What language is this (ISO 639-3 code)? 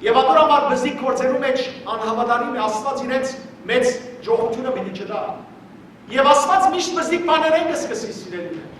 hyw